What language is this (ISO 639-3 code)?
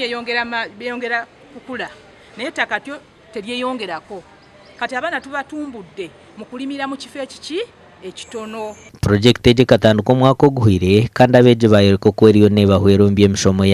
nyn